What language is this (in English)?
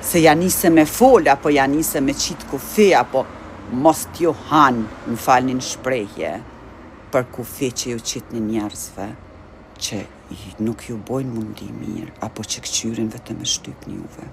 Albanian